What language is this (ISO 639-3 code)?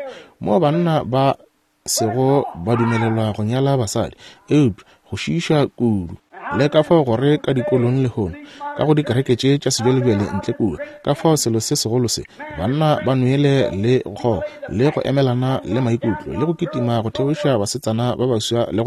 nso